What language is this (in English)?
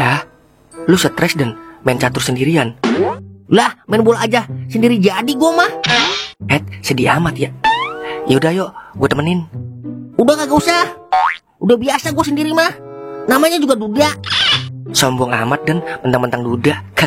Betawi